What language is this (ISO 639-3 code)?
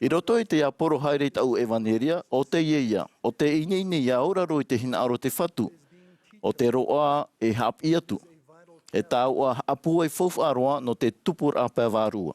tah